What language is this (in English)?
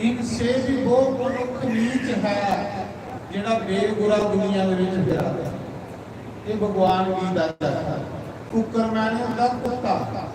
Dogri